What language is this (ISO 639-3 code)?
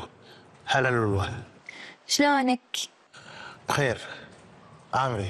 afb